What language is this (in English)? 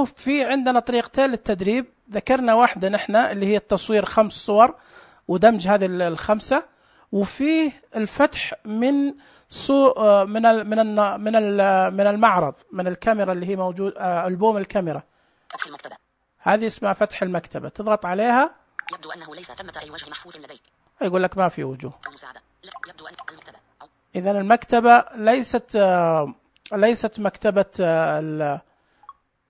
Najdi Arabic